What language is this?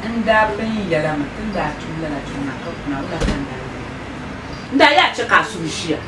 Dagbani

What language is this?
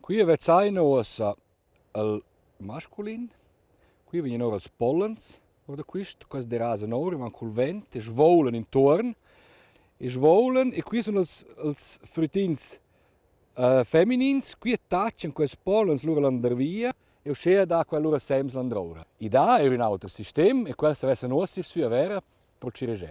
Romansh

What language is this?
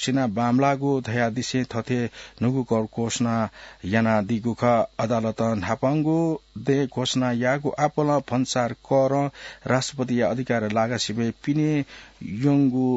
Newari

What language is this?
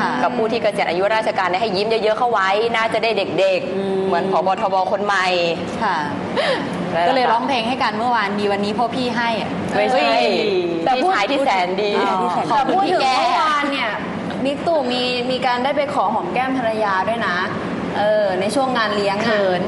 Thai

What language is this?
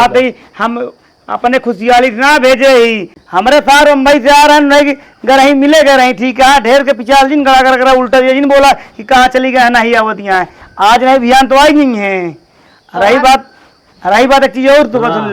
Awadhi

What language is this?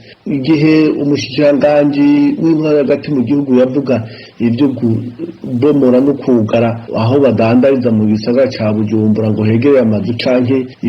Rundi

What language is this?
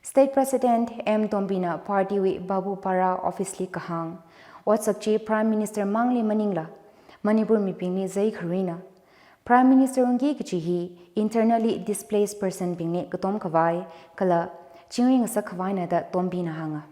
Tangkhul Naga (India)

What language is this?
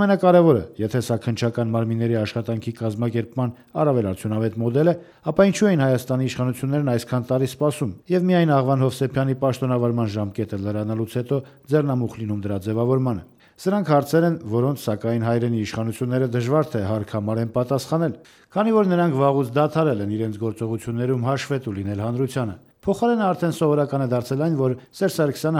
Armenian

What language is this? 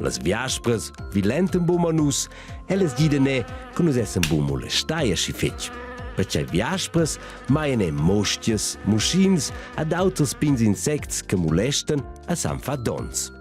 Romansh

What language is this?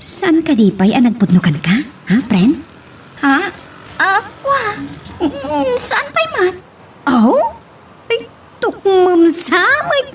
Iloko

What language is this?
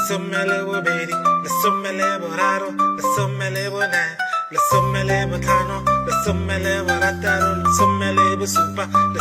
Tswana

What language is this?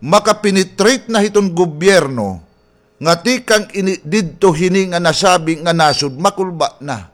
Waray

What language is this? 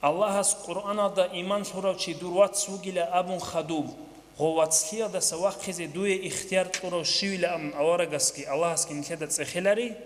Avaric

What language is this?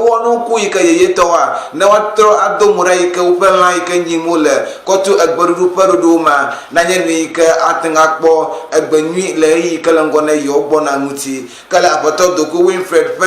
Ewe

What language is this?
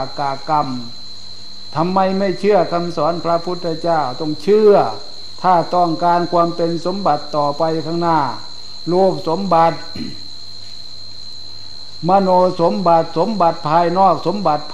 Thai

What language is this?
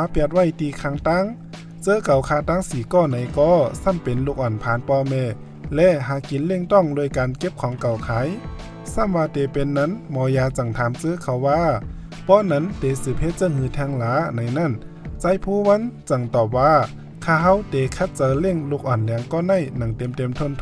Shan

